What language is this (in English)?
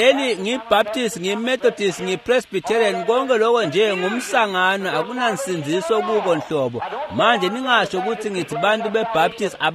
Swati